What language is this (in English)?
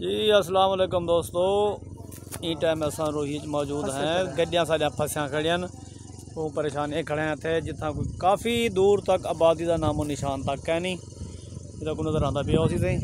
Saraiki